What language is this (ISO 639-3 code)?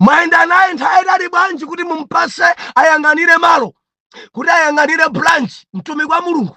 nya